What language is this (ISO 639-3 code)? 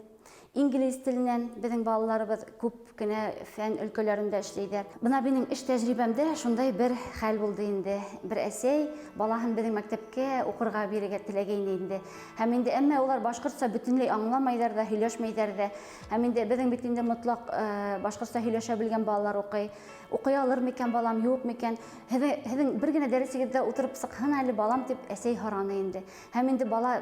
bak